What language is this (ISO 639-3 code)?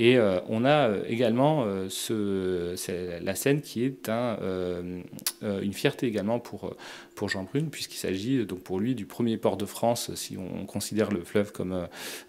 fra